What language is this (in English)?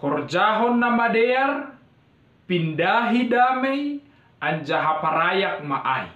Batak Simalungun